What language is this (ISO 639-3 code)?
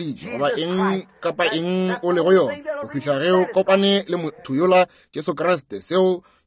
nso